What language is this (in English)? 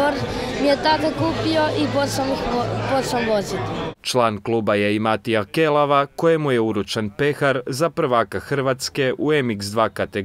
Croatian